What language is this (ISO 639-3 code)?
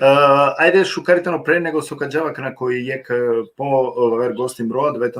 rmn